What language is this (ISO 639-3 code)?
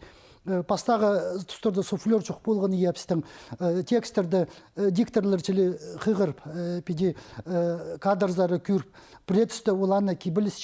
kjh